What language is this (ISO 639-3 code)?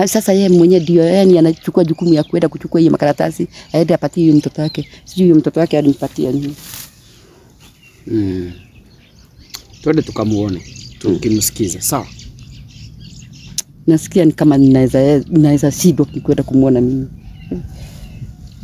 swa